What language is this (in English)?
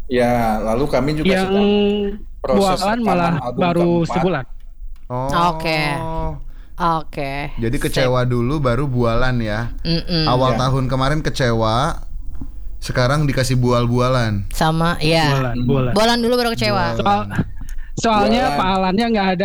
Indonesian